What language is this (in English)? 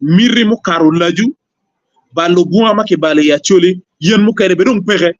Acoli